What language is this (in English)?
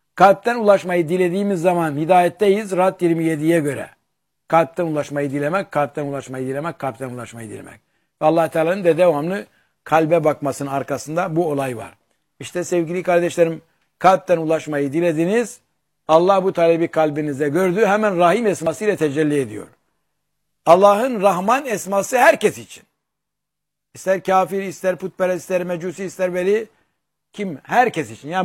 Turkish